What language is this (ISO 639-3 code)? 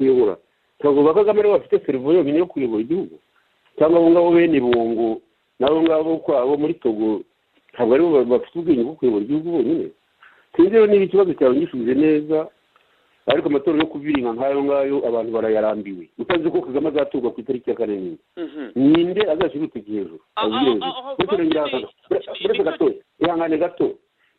kin